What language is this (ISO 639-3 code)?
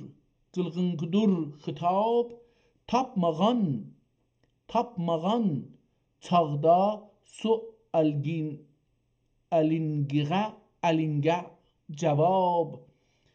azb